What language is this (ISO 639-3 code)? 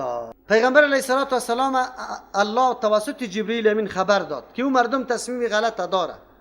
fas